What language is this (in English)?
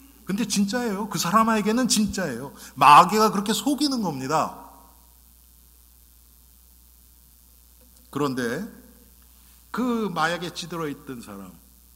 Korean